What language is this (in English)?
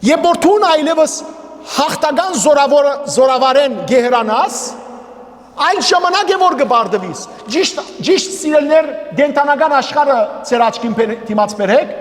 Western Armenian